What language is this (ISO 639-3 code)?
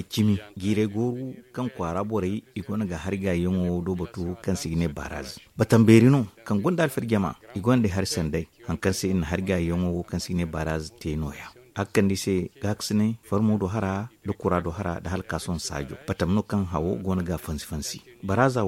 dje